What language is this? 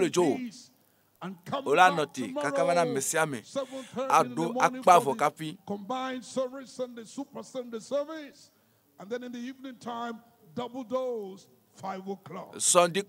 Ewe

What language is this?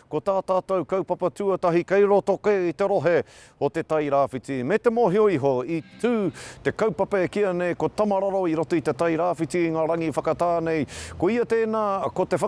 Māori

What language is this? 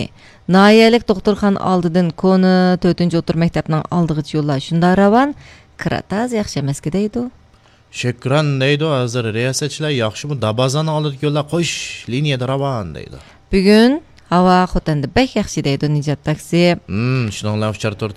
Uyghur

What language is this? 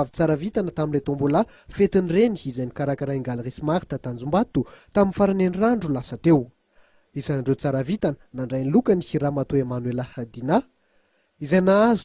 Malagasy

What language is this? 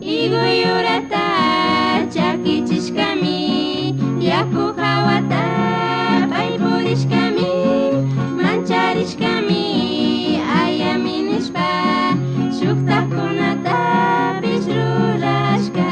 Chimborazo Highland Quichua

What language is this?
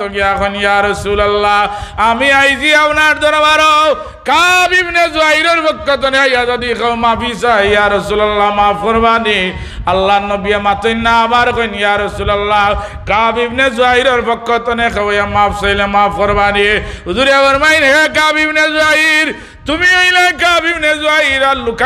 Sylheti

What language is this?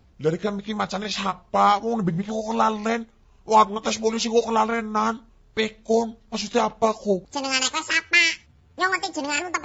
Javanese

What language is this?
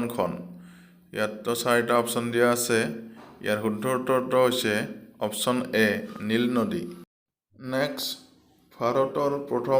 Assamese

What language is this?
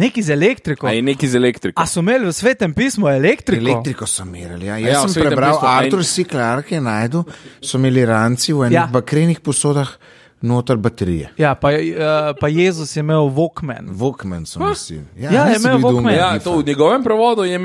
Slovenian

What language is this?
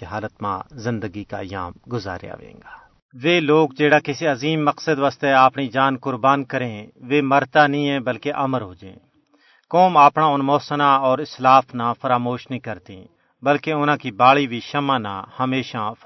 Gujari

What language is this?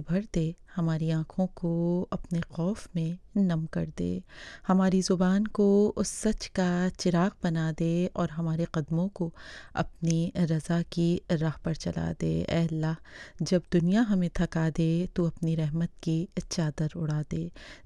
Urdu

